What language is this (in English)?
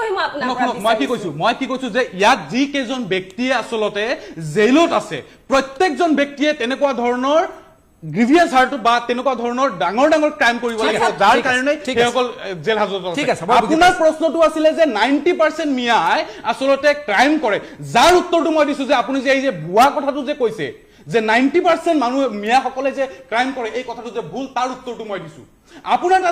Assamese